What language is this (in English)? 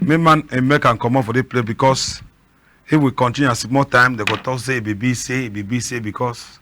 Cameroon Pidgin